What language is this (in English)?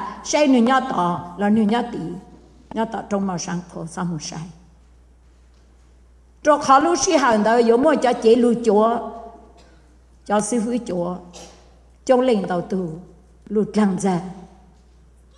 Vietnamese